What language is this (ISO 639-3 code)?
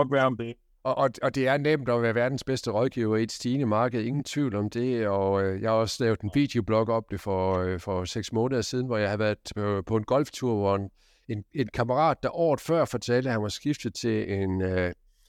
dan